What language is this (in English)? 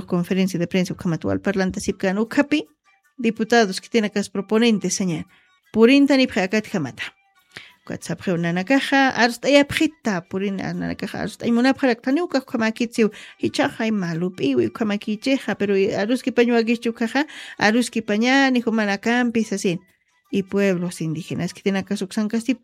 Aymara